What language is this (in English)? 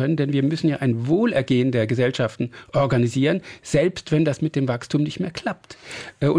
German